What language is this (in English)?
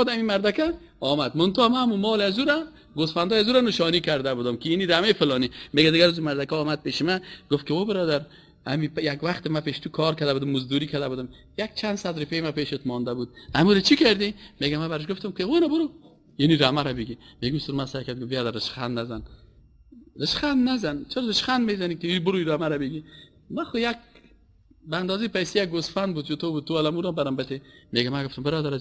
Persian